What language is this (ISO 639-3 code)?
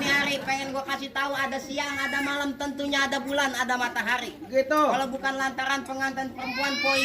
bew